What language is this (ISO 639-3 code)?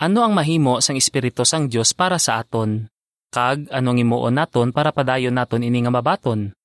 hil